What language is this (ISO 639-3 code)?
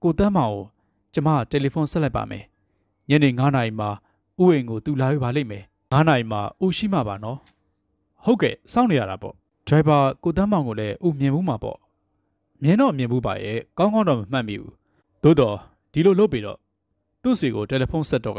mya